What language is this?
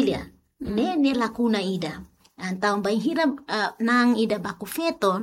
Tetum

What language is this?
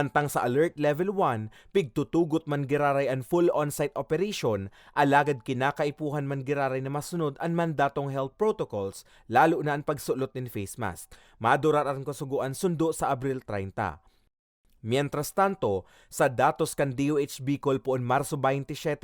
Bikol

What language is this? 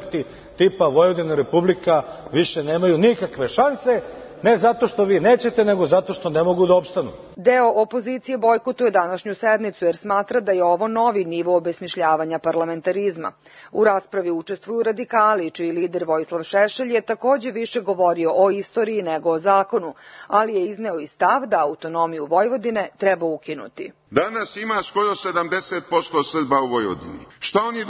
Serbian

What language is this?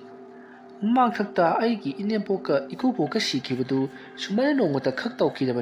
Manipuri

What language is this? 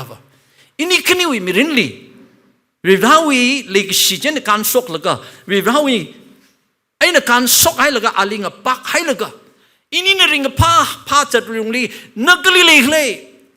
Tangkhul Naga (India)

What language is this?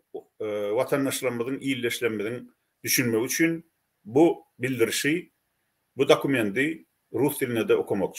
Turkmen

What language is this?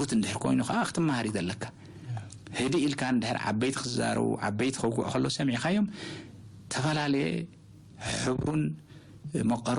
Tigrinya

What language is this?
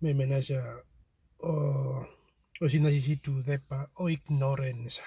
Herero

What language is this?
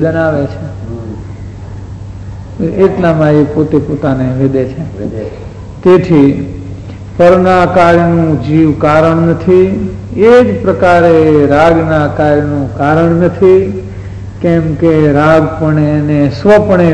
Gujarati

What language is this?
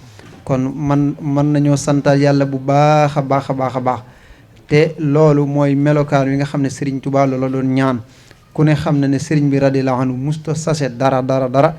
Wolof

